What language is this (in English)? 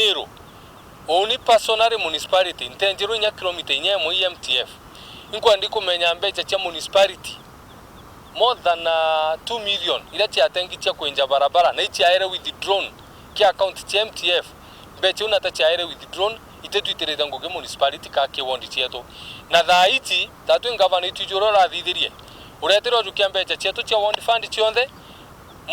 Meru